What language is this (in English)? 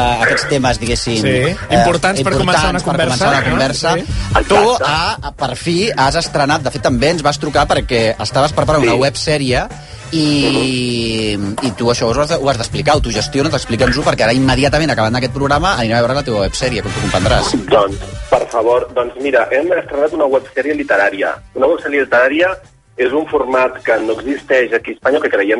Catalan